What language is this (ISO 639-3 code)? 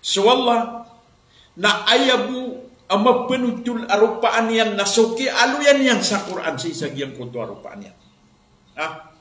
mrw